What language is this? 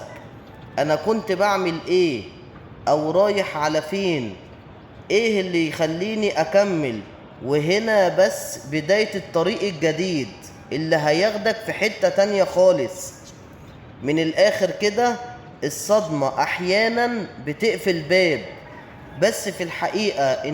Egyptian Arabic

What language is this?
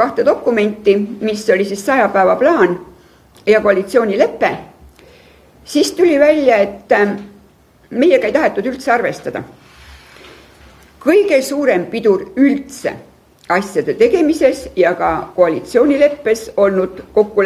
Estonian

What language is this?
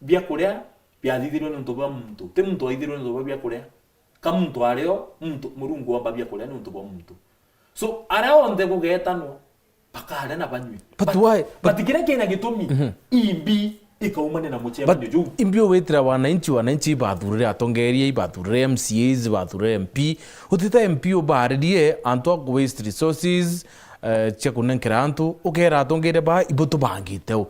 Meru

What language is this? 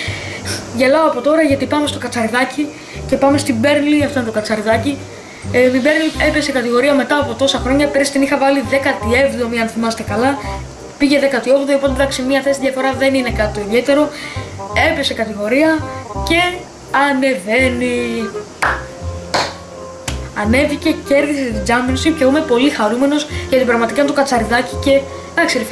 Greek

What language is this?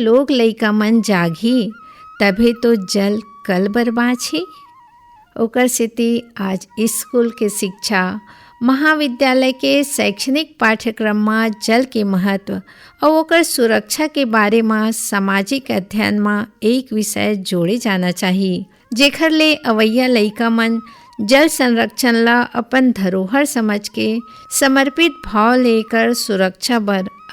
Chhattisgarhi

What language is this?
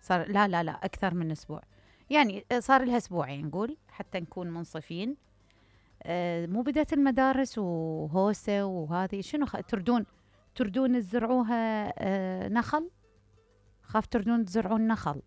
Mesopotamian Arabic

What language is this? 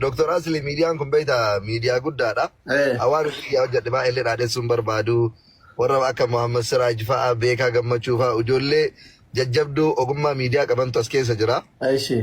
Oromo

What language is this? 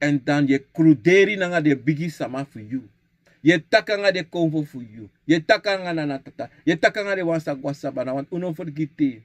Sranan Tongo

